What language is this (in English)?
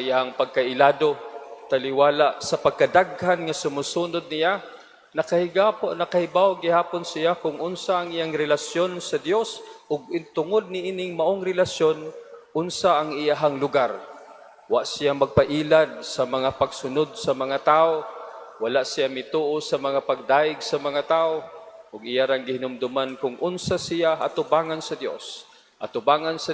Cebuano